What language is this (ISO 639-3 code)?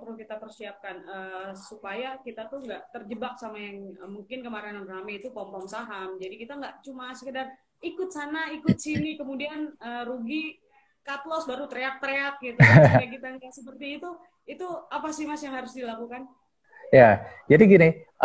ind